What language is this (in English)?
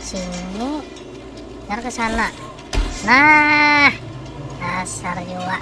Banjar